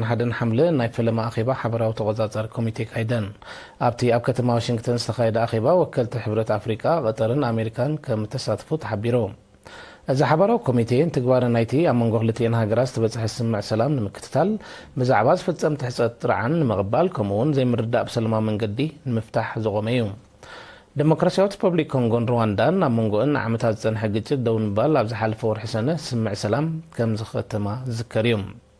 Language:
Tigrinya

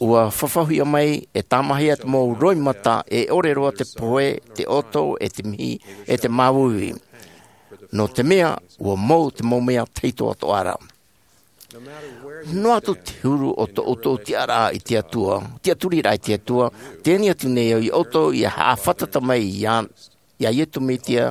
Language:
Tahitian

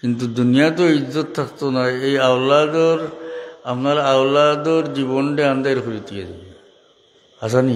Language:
Sylheti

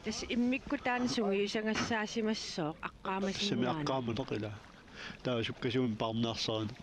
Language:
Kalaallisut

